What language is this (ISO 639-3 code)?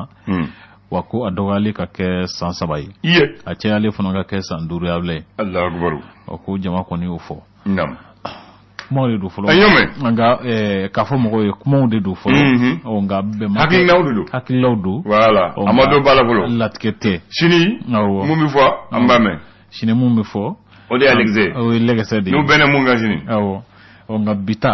bam